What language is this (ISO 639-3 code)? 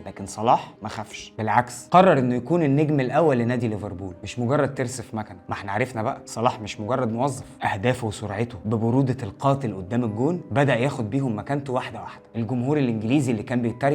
arz